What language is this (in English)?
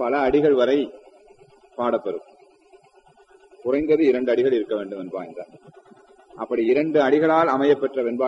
Tamil